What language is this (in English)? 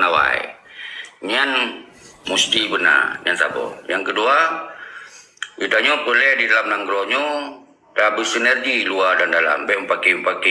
Achinese